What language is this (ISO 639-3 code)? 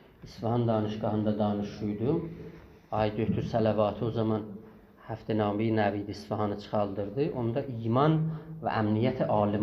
azb